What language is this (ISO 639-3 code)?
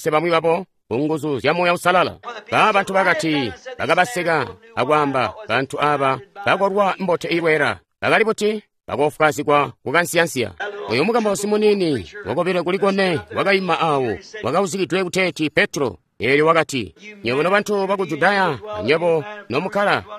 toi